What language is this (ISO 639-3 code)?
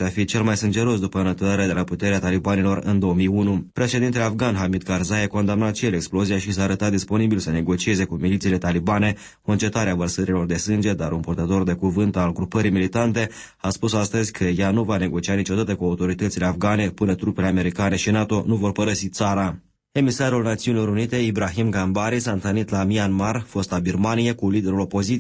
ron